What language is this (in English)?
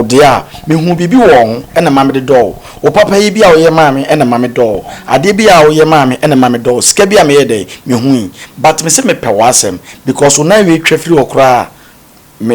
Akan